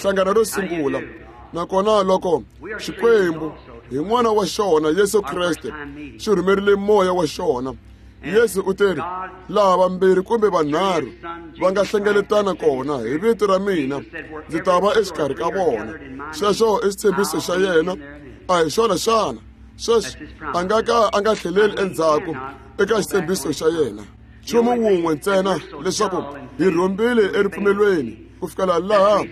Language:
Tsonga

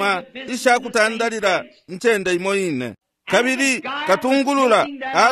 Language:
Bemba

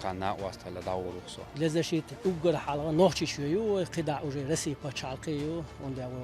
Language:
Chechen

